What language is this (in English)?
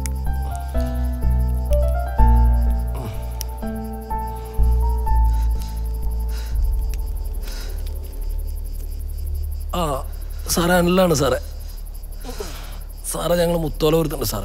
Malayalam